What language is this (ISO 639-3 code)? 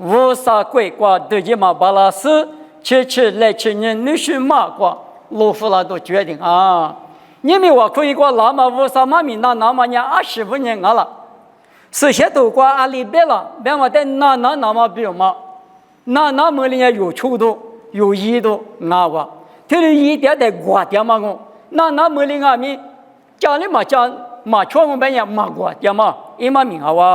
lis